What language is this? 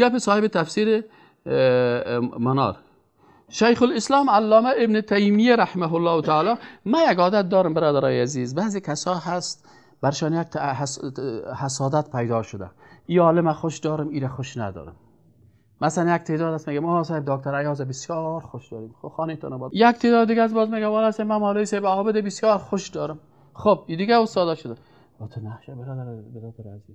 Persian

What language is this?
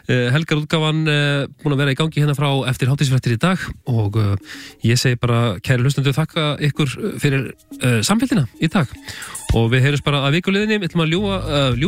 Icelandic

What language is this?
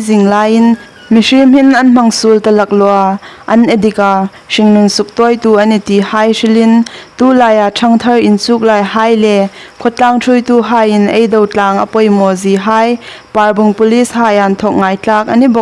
Hmar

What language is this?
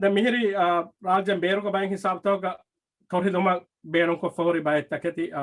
Divehi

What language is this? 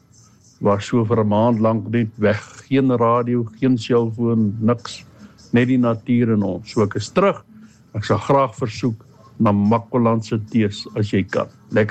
Afrikaans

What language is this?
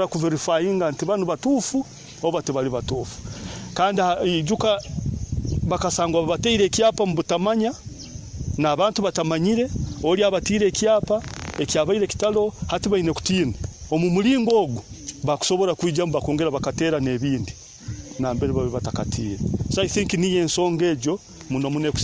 Nyoro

